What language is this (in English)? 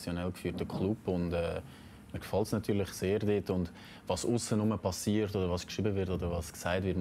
German